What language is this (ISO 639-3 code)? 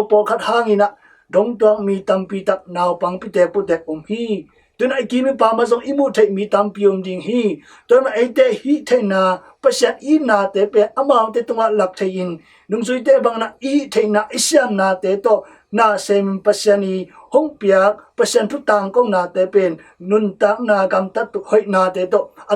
ctd